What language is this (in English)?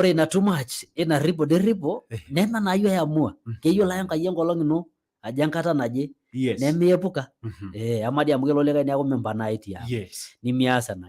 Masai